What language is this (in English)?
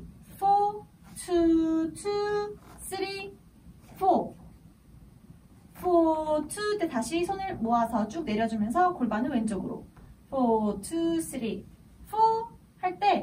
Korean